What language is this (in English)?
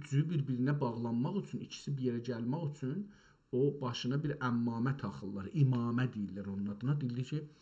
South Azerbaijani